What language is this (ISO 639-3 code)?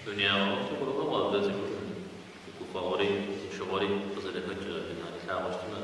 kbd